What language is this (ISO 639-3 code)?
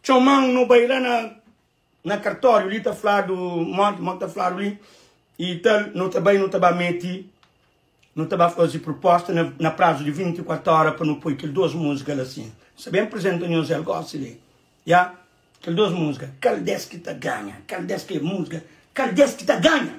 kea